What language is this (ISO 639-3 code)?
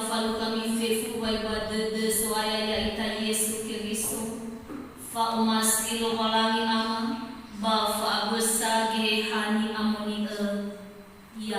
nia